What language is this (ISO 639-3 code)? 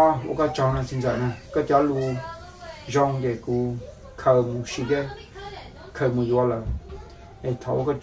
vie